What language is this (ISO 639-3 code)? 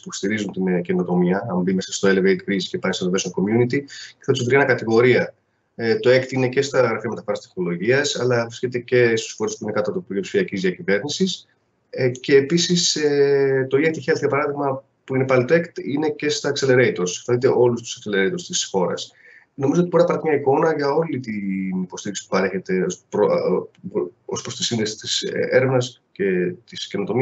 ell